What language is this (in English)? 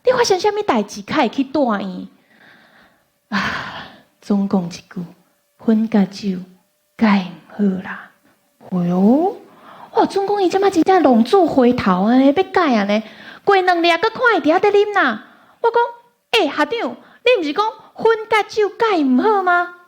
Min Nan Chinese